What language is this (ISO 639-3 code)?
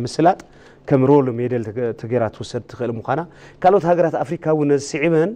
tir